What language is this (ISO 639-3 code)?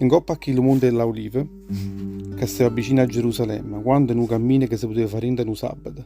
nap